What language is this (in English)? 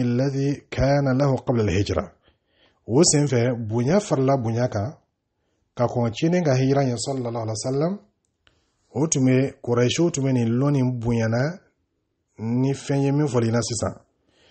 Dyula